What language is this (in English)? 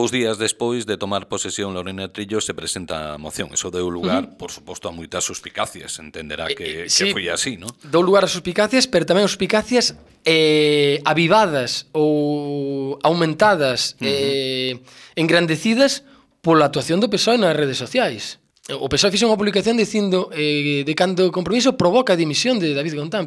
Galician